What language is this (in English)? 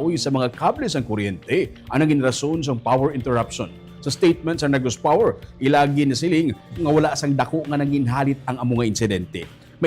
Hiligaynon